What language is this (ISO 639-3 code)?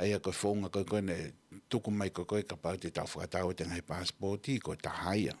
ton